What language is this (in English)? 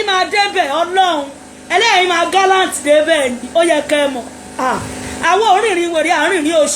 Yoruba